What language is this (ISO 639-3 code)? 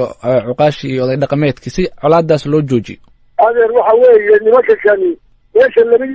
som